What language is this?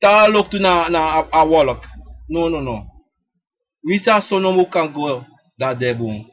Sranan Tongo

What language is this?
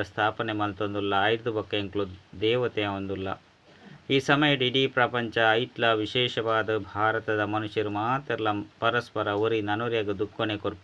Tulu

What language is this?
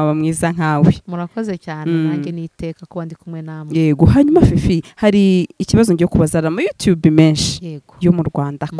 Kinyarwanda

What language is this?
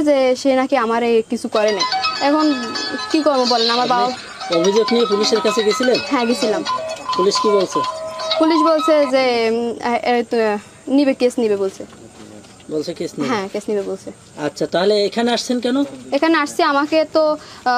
Bangla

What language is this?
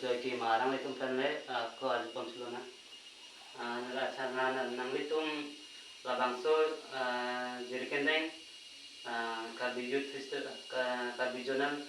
Karbi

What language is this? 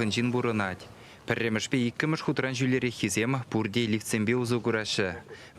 Chuvash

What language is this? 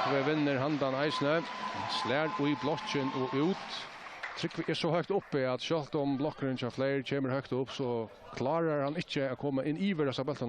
Faroese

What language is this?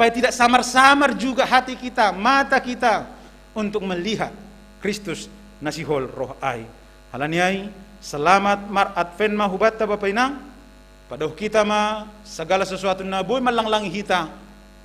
Batak Simalungun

